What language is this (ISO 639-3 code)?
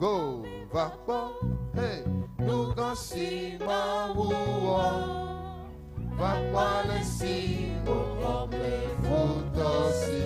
ewe